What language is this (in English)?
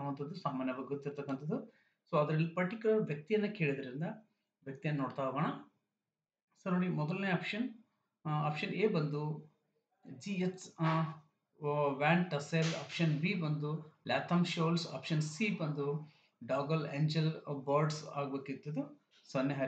Kannada